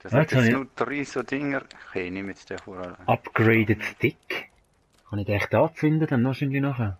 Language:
Swiss German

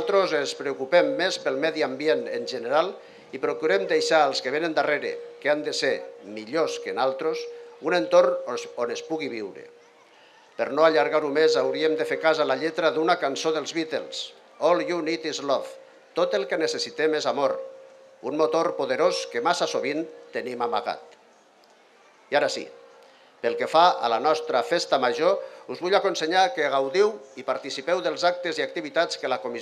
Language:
Catalan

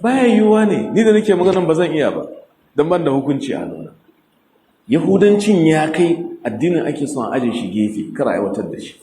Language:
Hausa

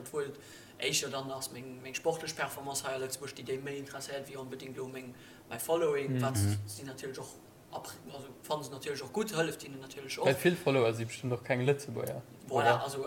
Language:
Luxembourgish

